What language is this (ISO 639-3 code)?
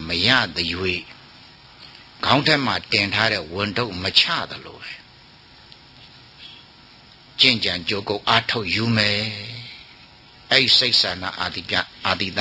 mya